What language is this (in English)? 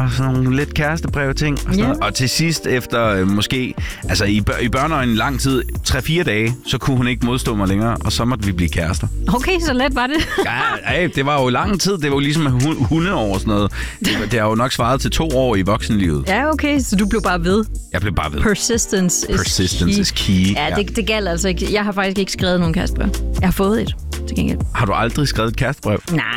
Danish